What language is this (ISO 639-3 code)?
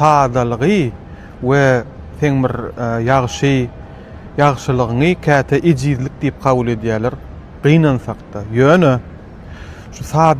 tuk